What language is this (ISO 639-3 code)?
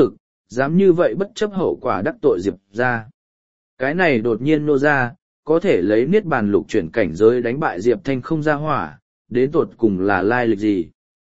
vie